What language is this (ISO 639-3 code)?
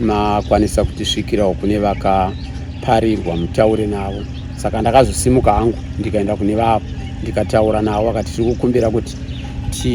sna